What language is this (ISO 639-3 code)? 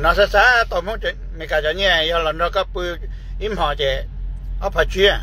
hmn